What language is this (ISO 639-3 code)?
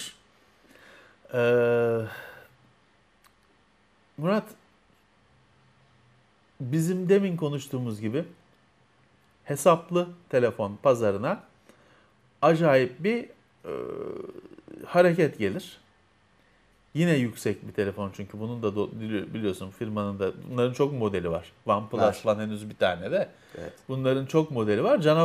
tur